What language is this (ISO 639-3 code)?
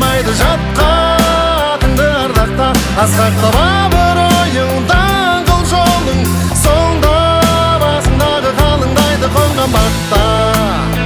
kaz